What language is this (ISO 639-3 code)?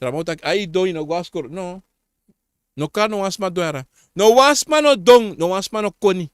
srn